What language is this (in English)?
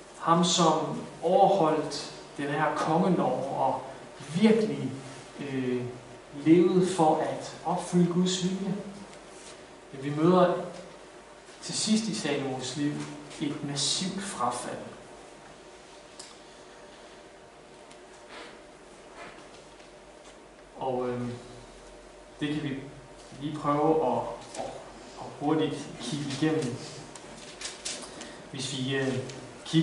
Danish